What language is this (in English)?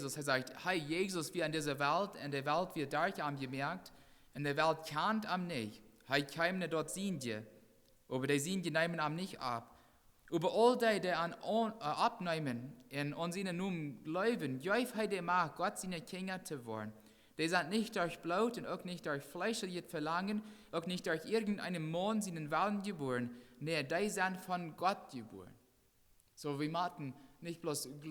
Plautdietsch